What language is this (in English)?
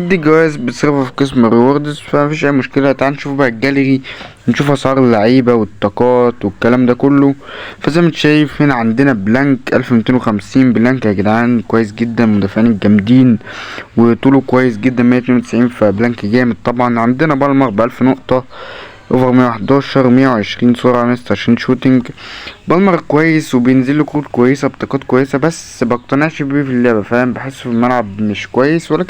Egyptian Arabic